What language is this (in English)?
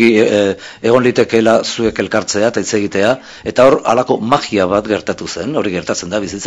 Basque